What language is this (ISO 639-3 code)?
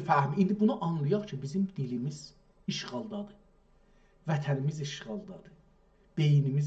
azb